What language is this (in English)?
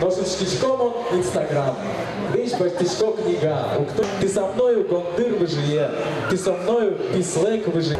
Udmurt